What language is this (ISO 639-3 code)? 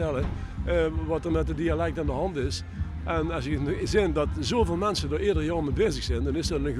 lim